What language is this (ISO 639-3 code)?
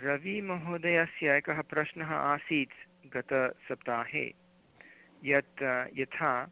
san